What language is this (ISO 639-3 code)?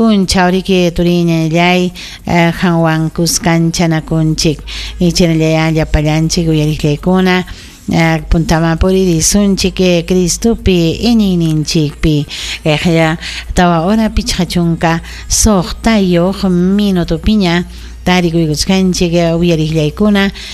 quy